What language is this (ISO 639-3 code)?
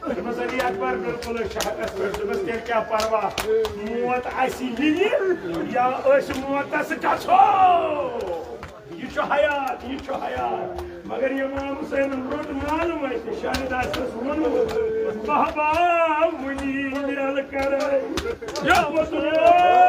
kas